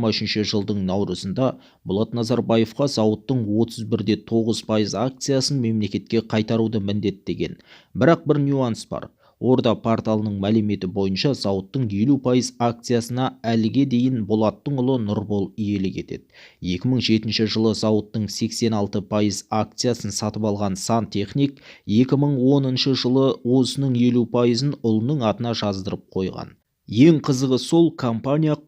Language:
Kazakh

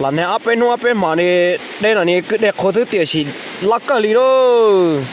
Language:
Hmong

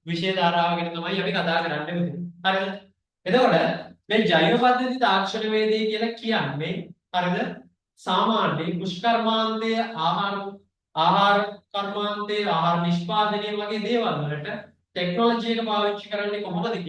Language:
Sinhala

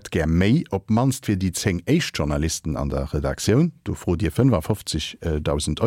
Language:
Luxembourgish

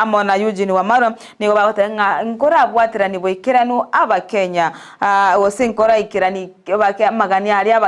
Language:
Gusii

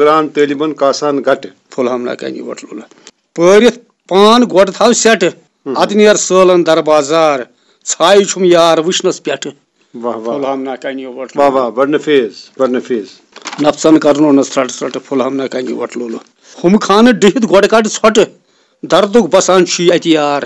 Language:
Kashmiri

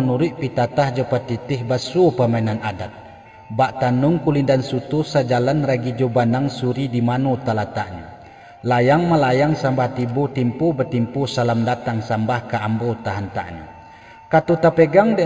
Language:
Minangkabau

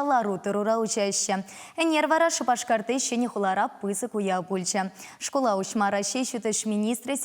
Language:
Chuvash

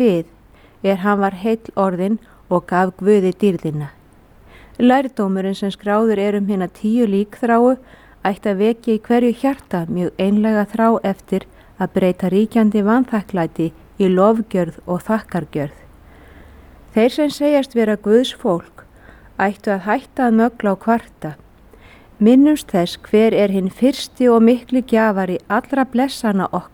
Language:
Icelandic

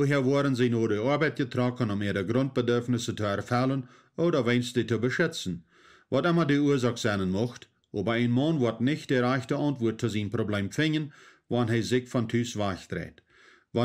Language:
Plautdietsch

